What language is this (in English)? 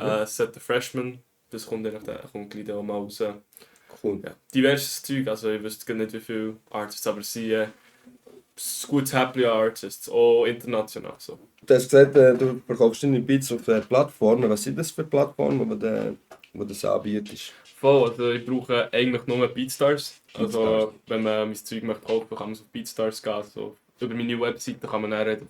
Swiss German